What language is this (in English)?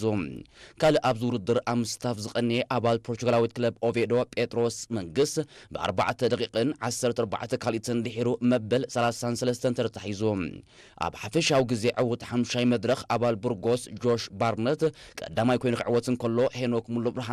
Tigrinya